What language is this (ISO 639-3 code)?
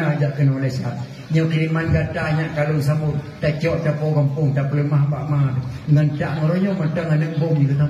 ace